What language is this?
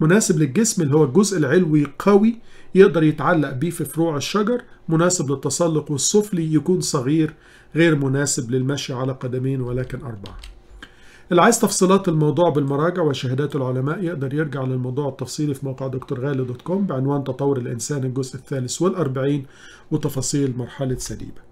Egyptian Arabic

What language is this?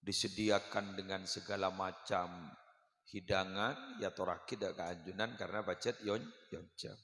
Madurese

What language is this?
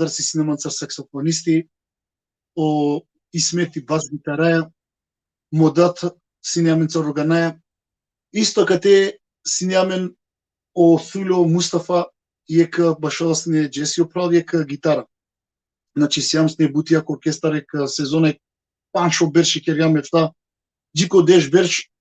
Balkan Romani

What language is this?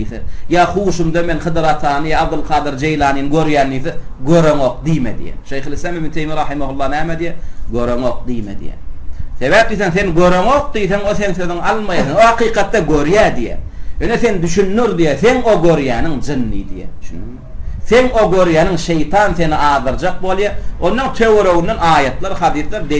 Turkmen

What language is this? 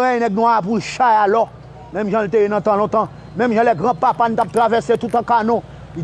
Haitian Creole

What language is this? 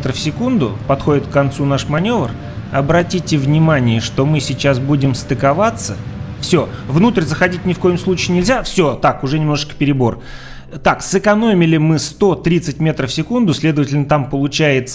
Russian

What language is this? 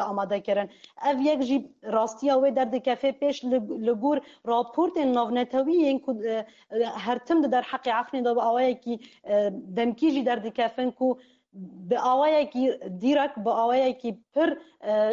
Kurdish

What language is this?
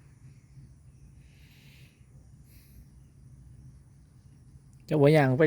Lao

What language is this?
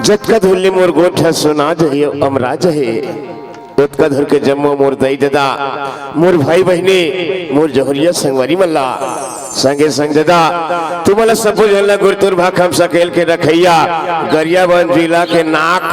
Chhattisgarhi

